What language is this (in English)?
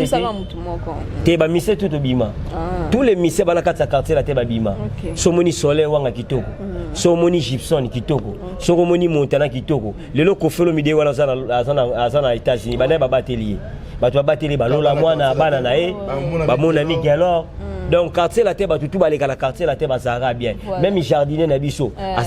Lingala